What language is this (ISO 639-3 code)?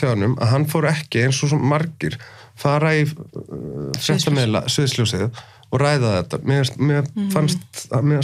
isl